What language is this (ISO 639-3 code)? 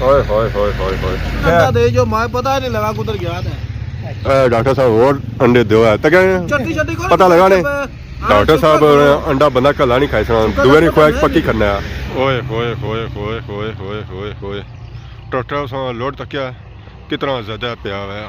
phr